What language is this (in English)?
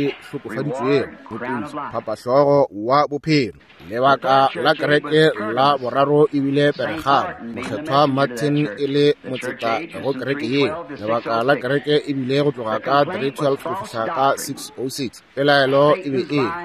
Northern Sotho